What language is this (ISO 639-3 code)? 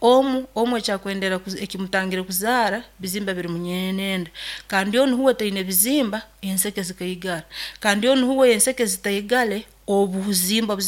nyo